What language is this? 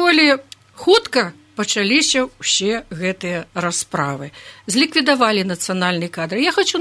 Belarusian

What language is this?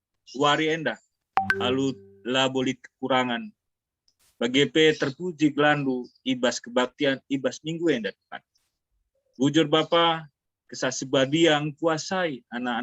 Batak Karo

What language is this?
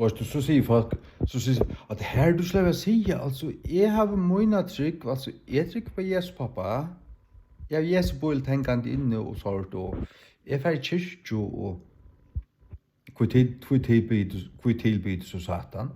Faroese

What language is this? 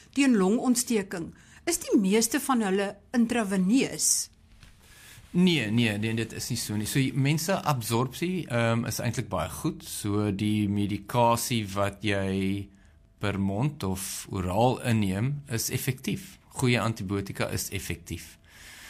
Afrikaans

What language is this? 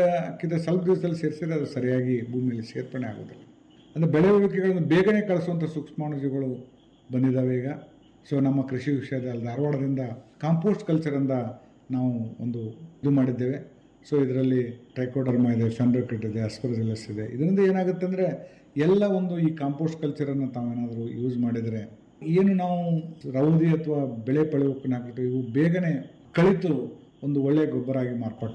Kannada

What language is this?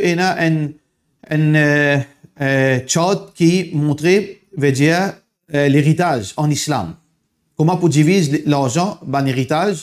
Morisyen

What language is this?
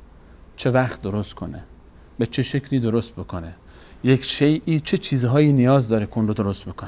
Persian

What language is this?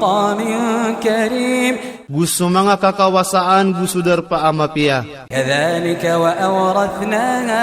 Iranun (Philippines)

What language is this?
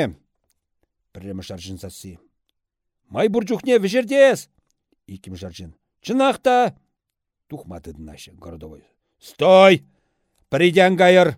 Chuvash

